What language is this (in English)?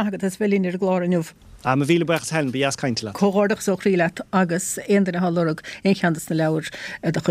Irish